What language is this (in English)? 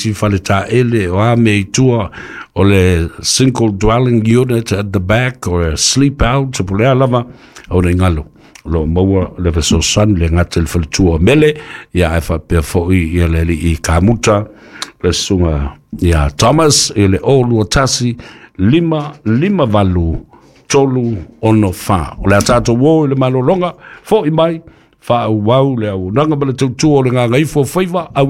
Samoan